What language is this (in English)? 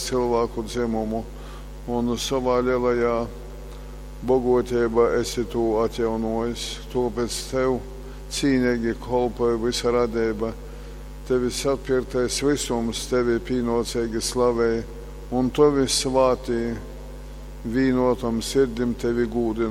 Latgalian